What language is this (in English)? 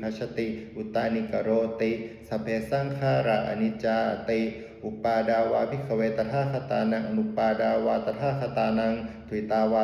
Pali